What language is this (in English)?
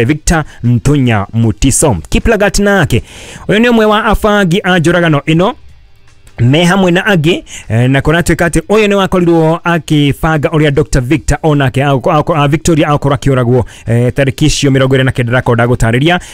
Kikuyu